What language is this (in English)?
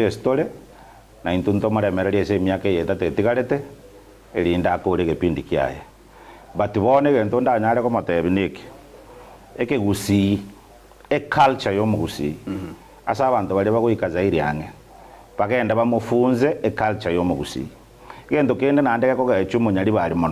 Gusii